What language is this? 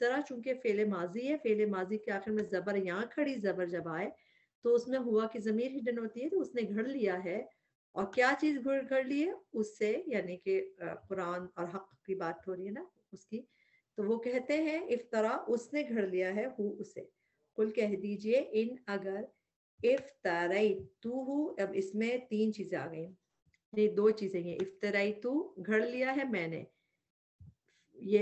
Urdu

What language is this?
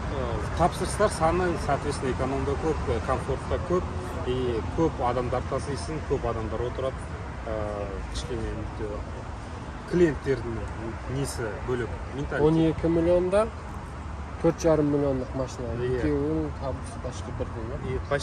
Kazakh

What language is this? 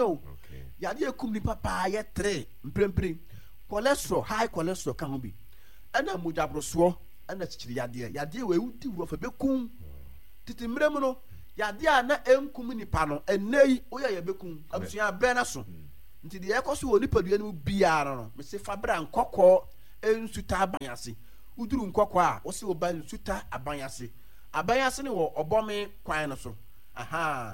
Akan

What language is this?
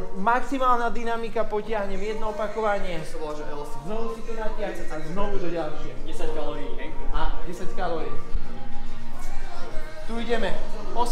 Slovak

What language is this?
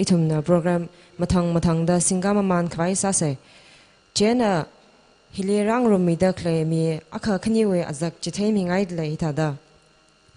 Tangkhul Naga (India)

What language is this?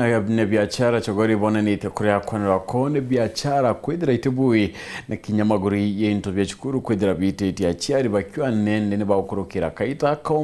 Meru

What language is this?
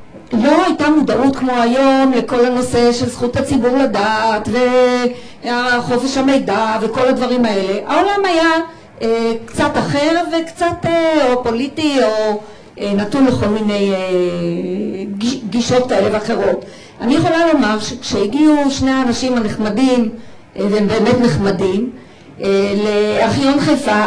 Hebrew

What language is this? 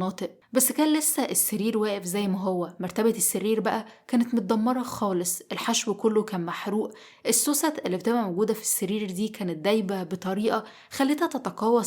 Egyptian Arabic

